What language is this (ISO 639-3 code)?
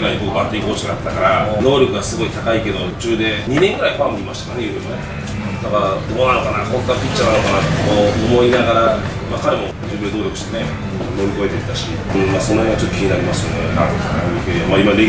jpn